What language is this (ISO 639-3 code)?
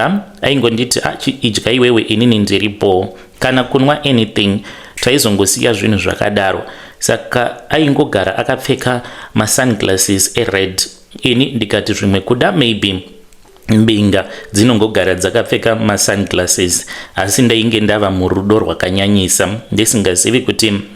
sna